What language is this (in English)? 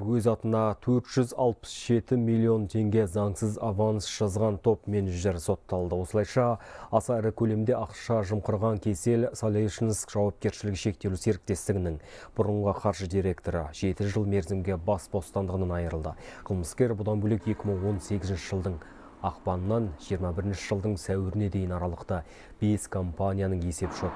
Kazakh